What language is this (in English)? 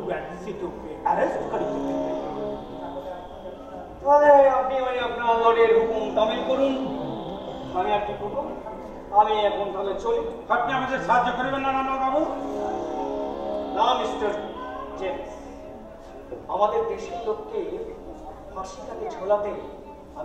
Bangla